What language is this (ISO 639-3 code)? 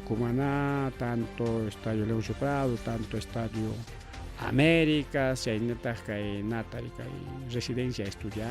quy